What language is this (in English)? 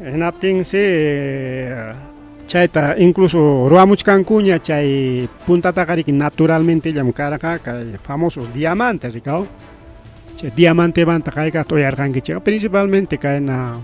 Ayacucho Quechua